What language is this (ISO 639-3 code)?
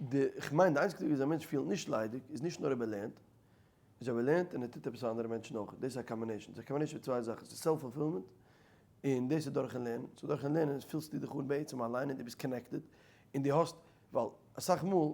yid